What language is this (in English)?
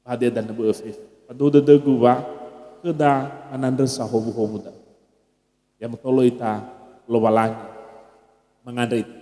Nias